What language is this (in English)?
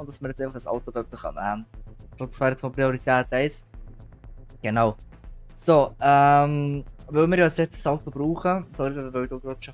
Swiss German